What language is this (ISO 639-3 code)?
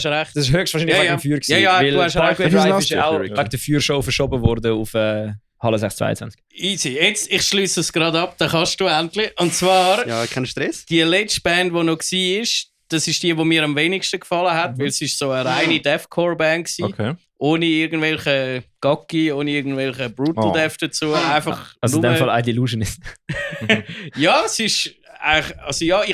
gsw